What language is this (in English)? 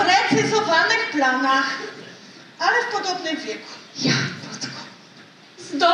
Silesian